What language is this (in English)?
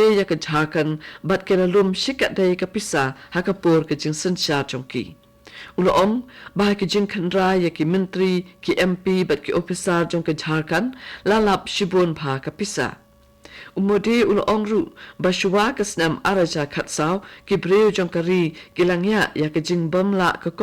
Khasi